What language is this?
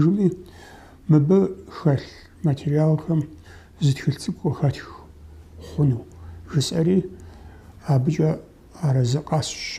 Kabardian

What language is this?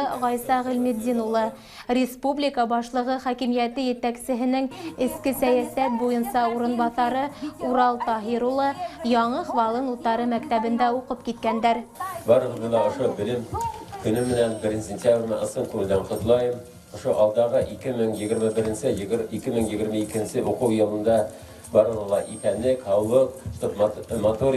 Bashkir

